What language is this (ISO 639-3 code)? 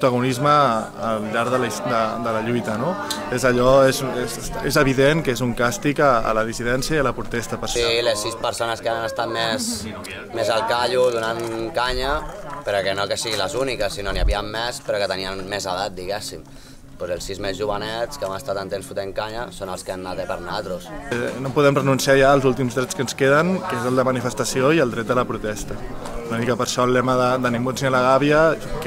cat